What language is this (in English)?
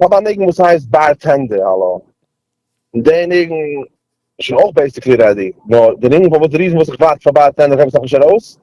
Yiddish